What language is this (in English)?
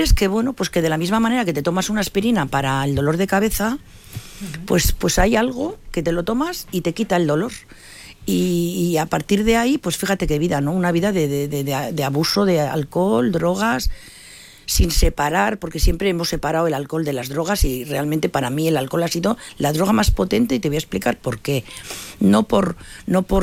Spanish